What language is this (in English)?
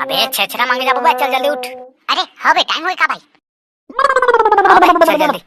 Chhattisgarhi